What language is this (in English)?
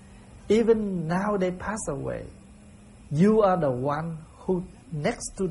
Vietnamese